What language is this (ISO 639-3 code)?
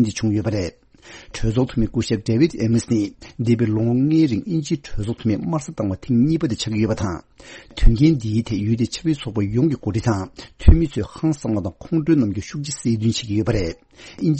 bod